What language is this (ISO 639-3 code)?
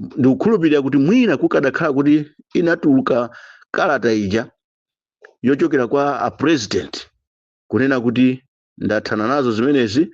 nya